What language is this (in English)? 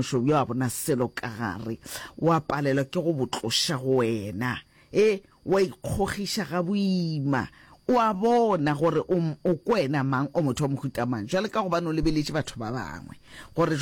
Northern Sotho